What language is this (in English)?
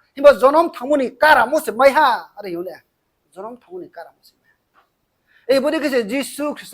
Riang (India)